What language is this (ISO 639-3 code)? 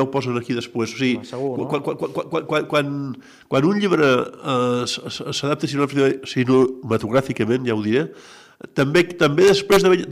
cat